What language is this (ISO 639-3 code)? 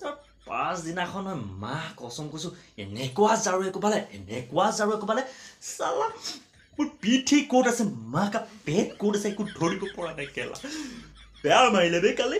asm